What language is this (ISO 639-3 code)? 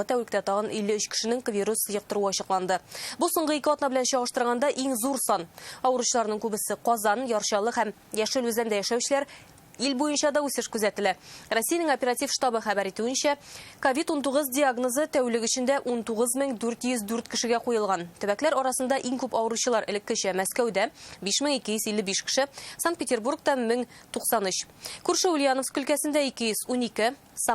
tat